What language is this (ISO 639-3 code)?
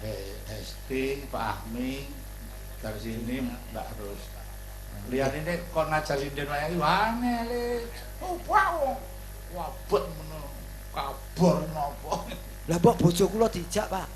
jav